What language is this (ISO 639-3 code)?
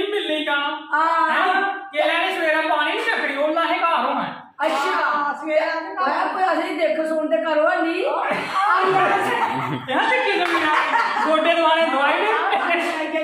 doi